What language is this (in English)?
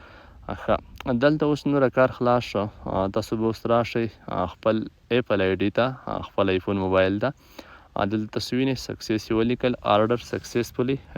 Pashto